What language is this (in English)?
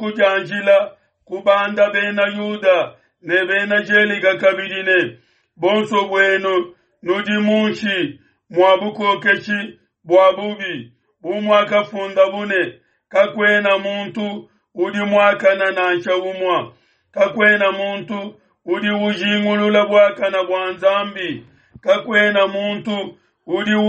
Luba-Lulua